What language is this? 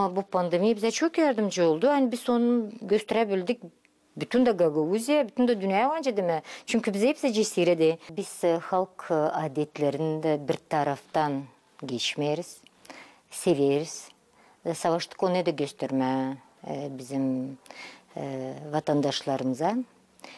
Gagauz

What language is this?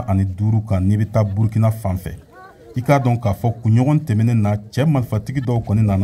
Bambara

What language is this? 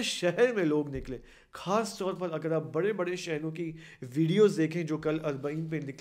Urdu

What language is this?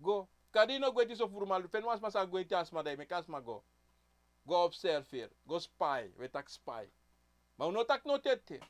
Sranan Tongo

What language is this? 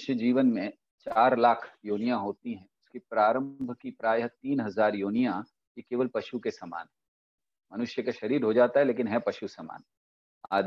Hindi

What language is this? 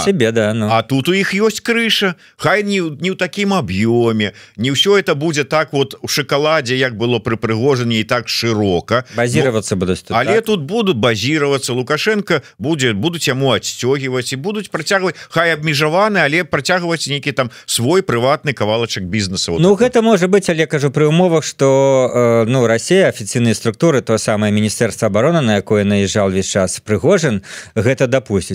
Belarusian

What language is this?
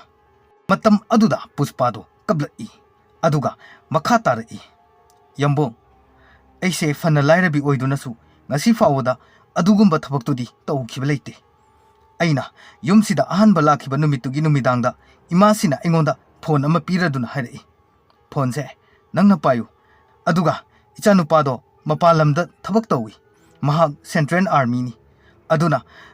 Manipuri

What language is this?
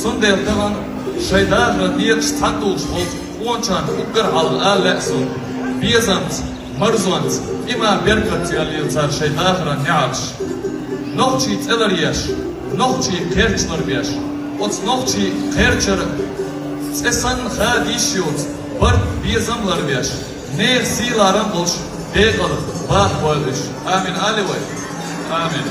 Chechen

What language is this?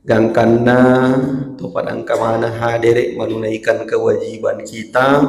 Buginese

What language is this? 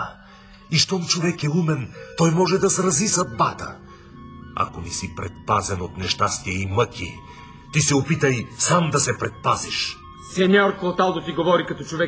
Bulgarian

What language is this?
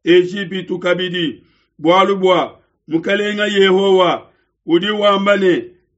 Luba-Lulua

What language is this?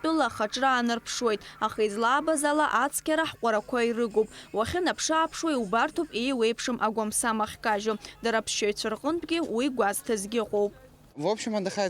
Abkhazian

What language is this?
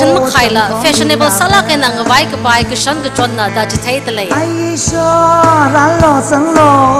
Tangkhul Naga (India)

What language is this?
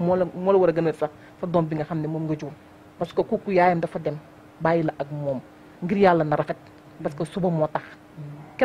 Wolof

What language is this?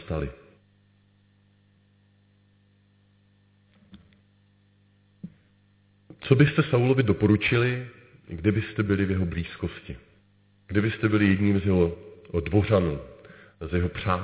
Czech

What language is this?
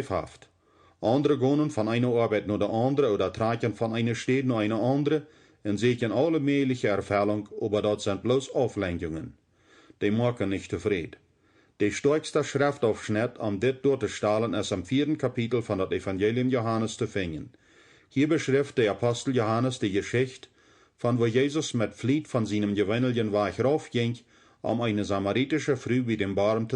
Plautdietsch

